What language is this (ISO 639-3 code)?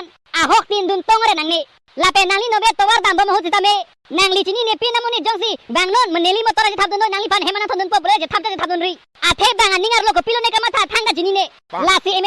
mjw